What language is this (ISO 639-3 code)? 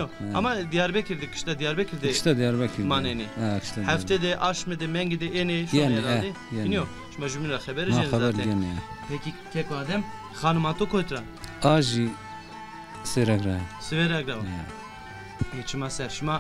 zza